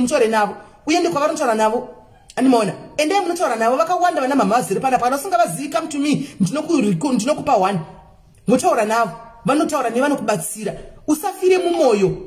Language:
Shona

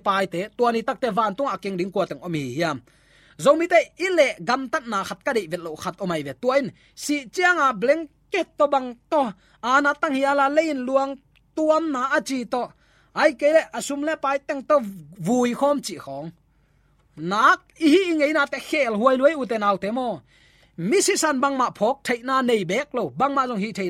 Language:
Tedim Chin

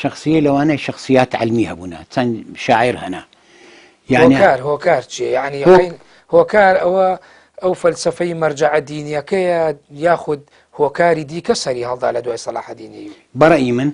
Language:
Central Kurdish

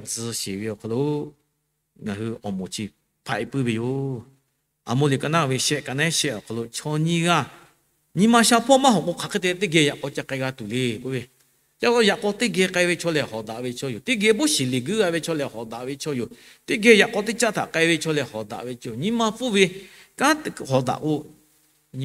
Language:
Lahu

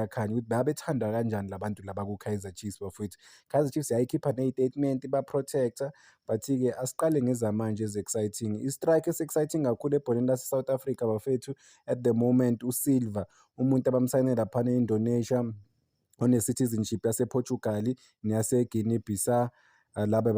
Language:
Zulu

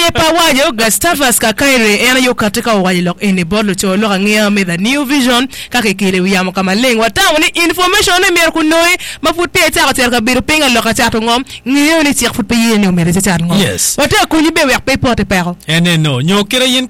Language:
Acoli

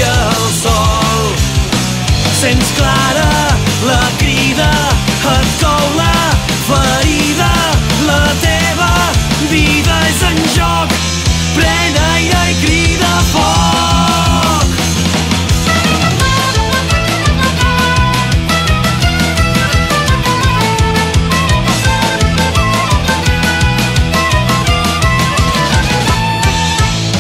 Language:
Catalan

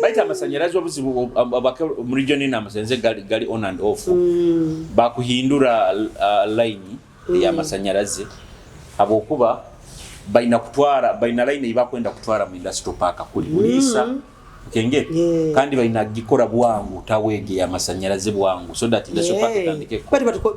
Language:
Nyoro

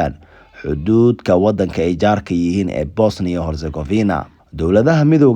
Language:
Somali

